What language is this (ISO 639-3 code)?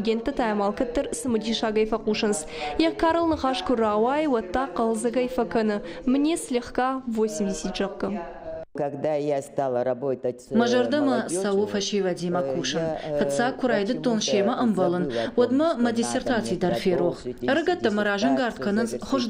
oss